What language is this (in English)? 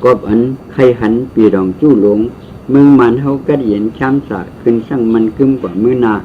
Shan